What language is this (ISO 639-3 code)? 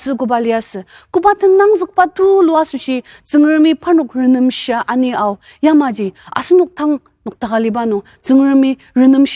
njo